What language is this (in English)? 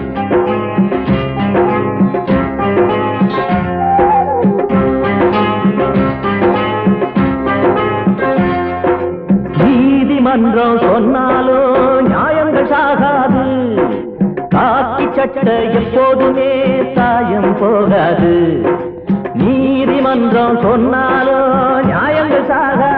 Tamil